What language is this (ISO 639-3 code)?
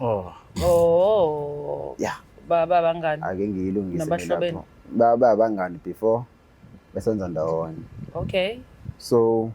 zul